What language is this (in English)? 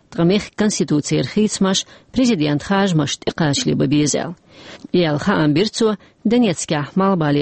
Chechen